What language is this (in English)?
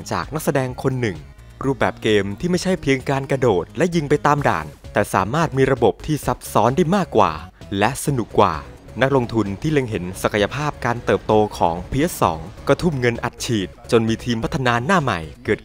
Thai